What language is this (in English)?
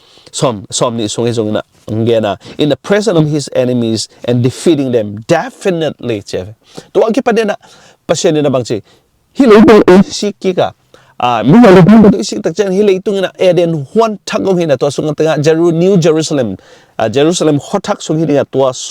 Tedim Chin